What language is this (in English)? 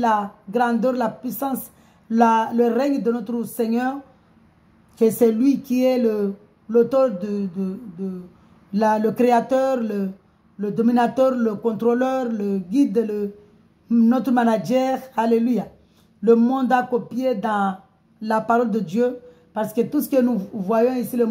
French